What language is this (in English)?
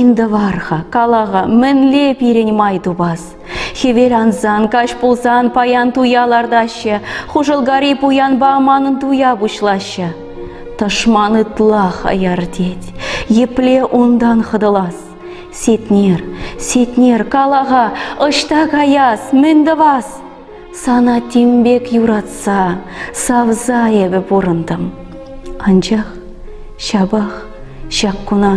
Chuvash